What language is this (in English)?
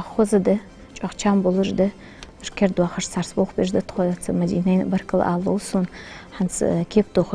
Ingush